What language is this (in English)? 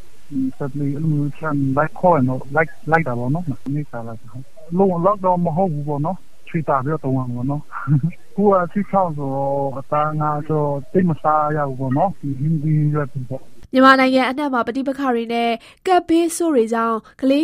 Burmese